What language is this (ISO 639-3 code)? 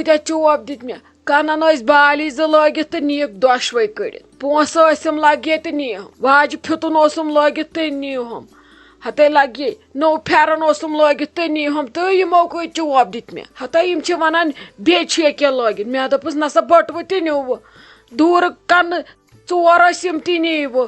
kas